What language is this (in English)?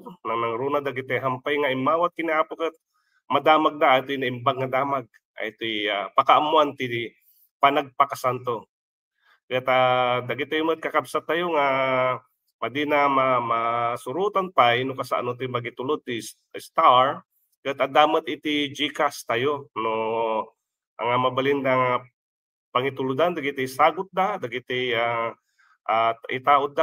Iloko